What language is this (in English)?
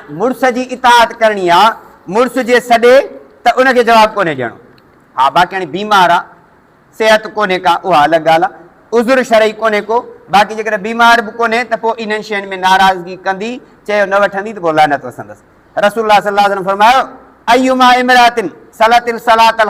Sindhi